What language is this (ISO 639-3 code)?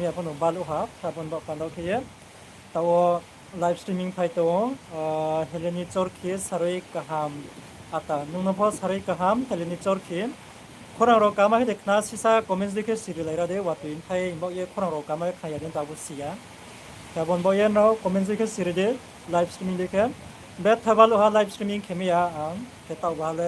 ria